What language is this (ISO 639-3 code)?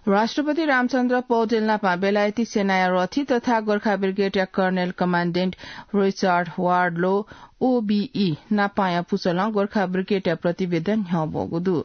new